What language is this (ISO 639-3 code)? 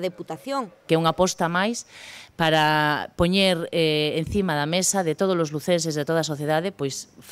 glg